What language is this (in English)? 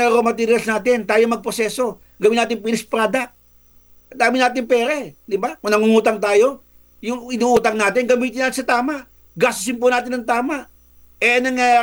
Filipino